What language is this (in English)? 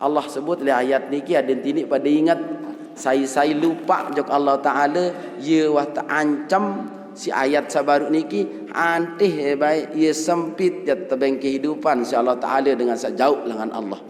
Sasak